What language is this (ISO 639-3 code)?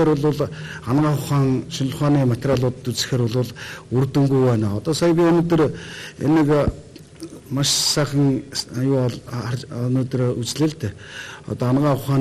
mon